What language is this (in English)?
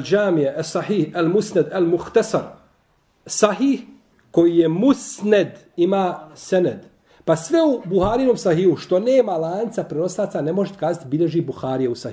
Bosnian